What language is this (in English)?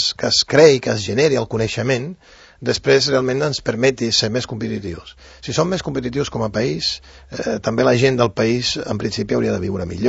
Catalan